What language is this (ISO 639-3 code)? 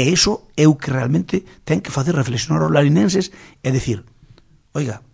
glg